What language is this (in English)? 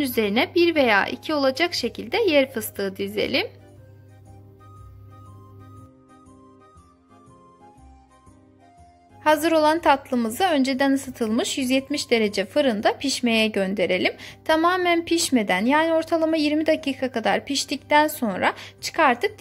Turkish